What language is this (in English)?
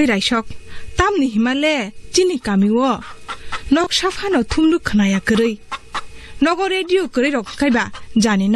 Kok Borok